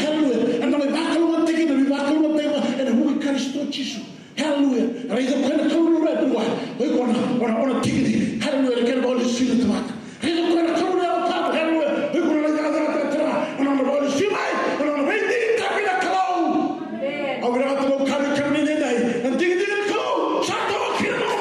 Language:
Fijian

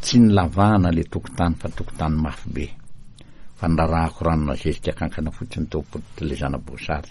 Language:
Malagasy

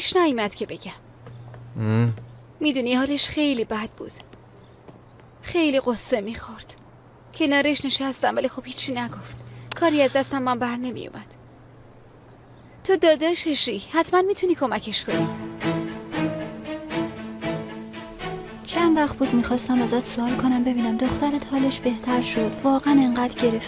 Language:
Persian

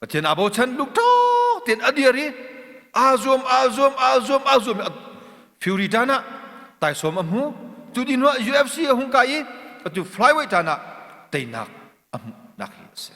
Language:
Hakha Chin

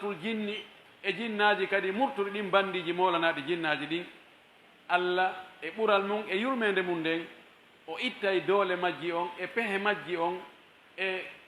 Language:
Pular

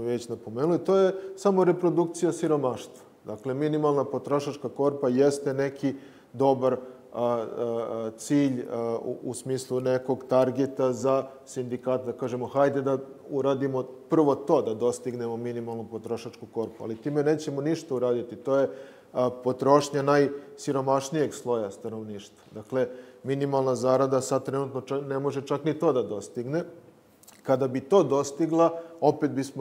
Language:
Serbian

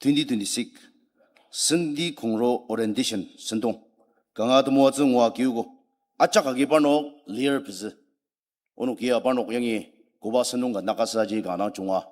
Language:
Ao Naga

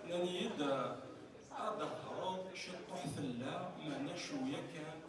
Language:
Kabyle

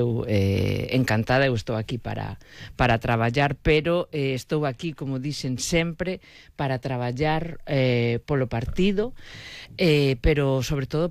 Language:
Galician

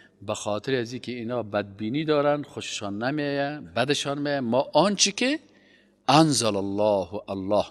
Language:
Persian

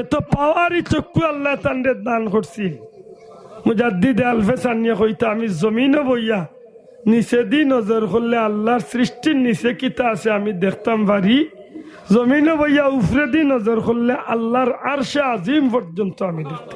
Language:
Sylheti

